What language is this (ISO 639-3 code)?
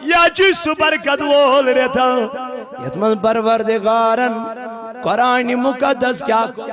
kas